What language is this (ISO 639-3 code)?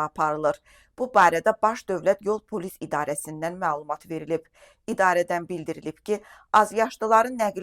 aze